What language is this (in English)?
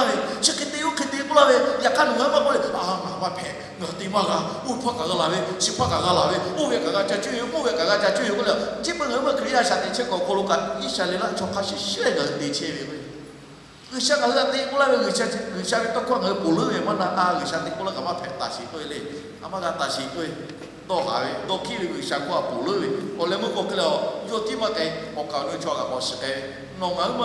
Lahu